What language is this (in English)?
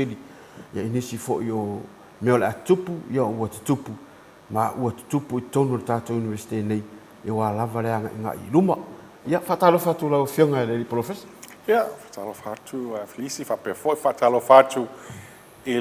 Samoan